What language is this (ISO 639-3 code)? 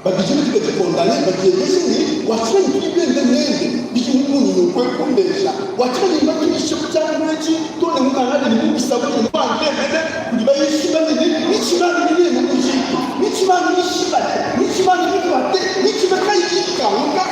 lua